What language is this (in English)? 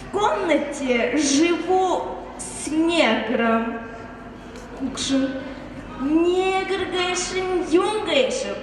Buriat